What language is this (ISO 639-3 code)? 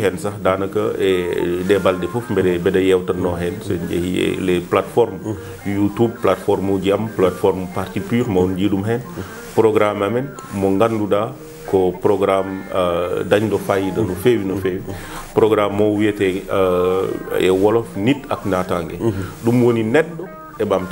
ful